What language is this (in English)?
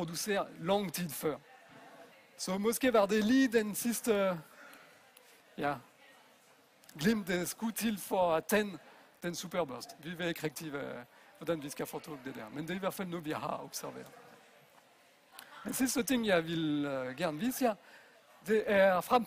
Danish